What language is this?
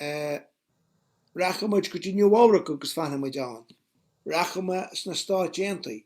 Irish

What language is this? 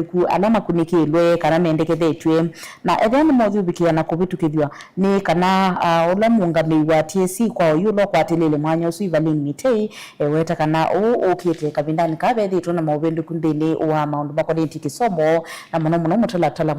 Kamba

